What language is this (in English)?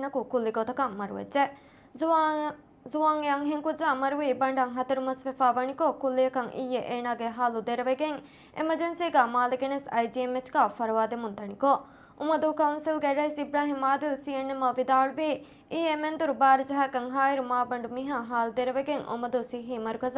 Divehi